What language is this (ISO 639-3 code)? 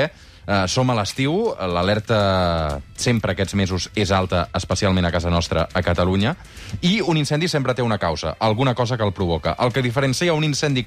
cat